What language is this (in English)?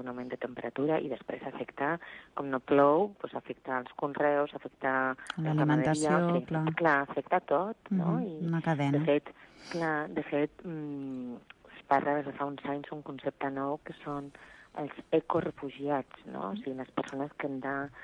Catalan